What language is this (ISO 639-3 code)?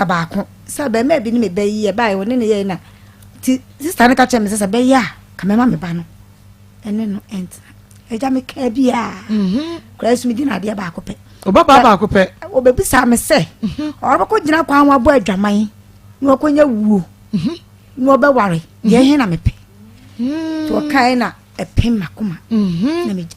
aka